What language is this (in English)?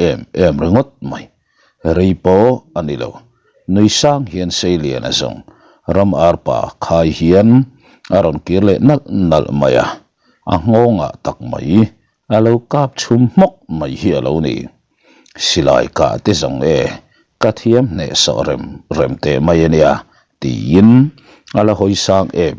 Mizo